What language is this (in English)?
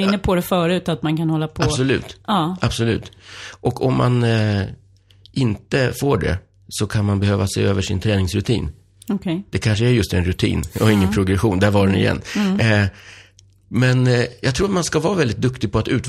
Swedish